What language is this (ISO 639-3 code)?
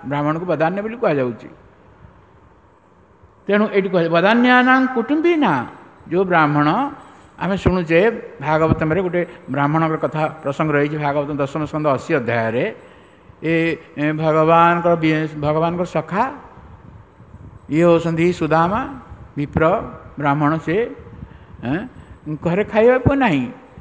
ori